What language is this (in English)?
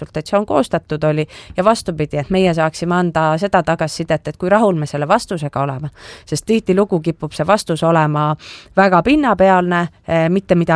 Estonian